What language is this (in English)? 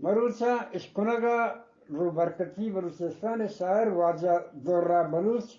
Eastern Balochi